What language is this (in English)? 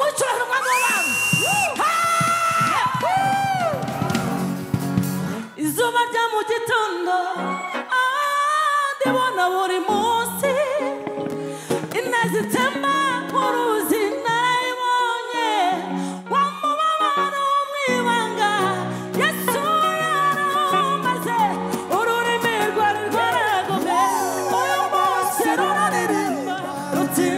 Kinyarwanda